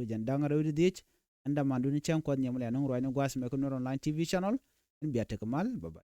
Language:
Nuer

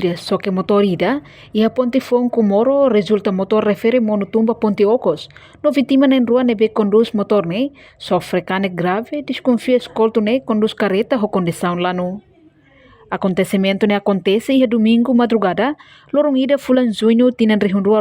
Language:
Tetum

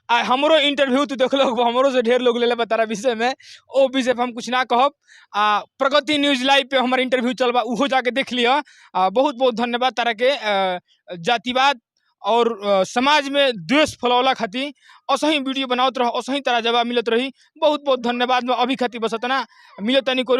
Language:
Bhojpuri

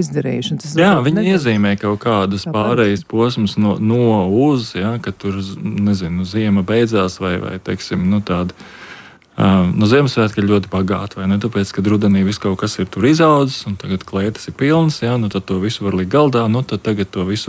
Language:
Latvian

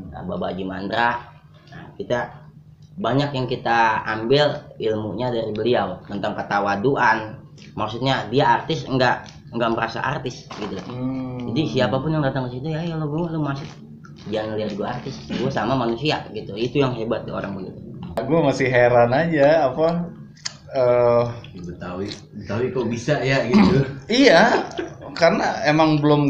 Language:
Betawi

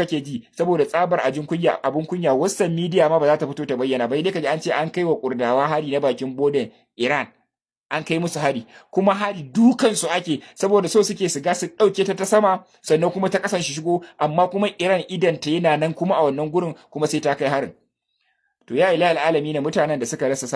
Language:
Hausa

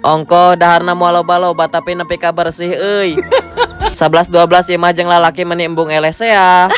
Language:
Sundanese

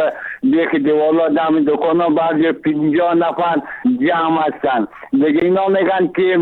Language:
Persian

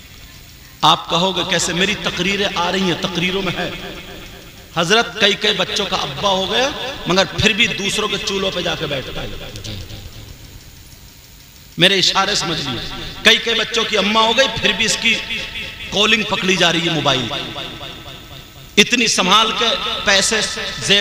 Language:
Urdu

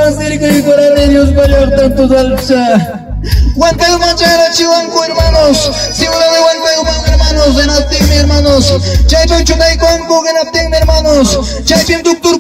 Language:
Ayacucho Quechua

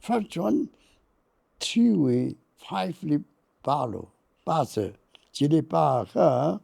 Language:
Tangkhul Naga (India)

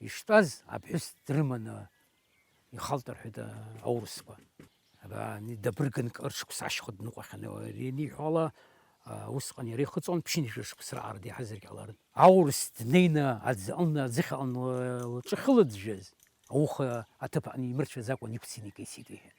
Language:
Abkhazian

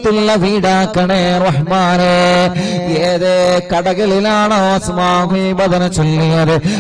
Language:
Malayalam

